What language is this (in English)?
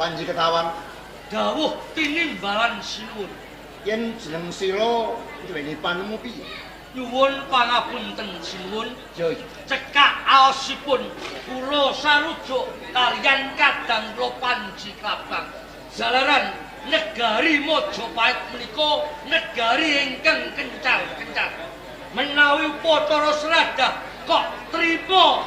Javanese